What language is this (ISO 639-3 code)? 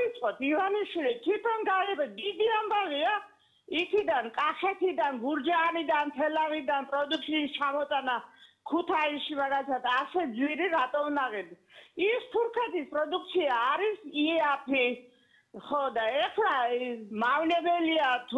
kat